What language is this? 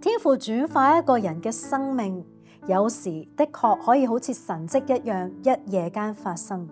Cantonese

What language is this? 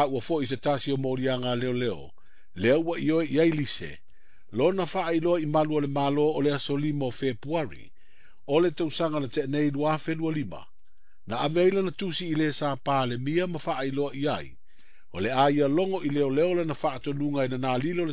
Samoan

